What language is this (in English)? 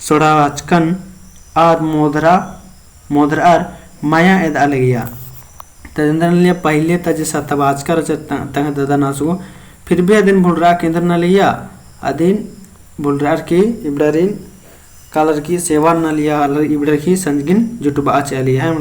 Kurukh